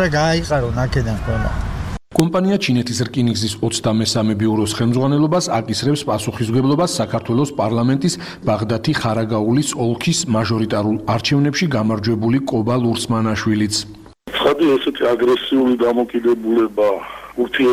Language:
Georgian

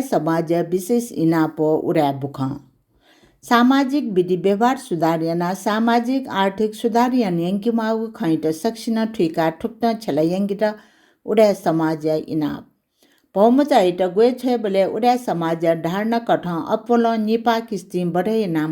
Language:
Newari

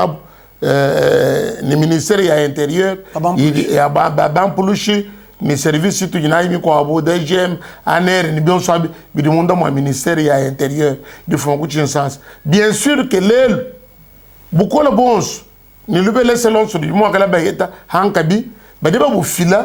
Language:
Luba-Lulua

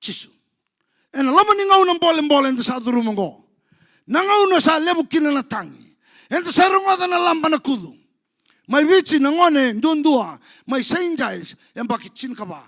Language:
Fijian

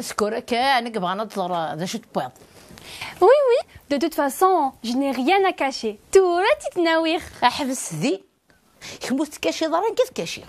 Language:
Kabyle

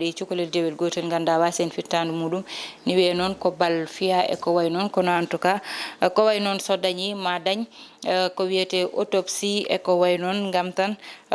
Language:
Fula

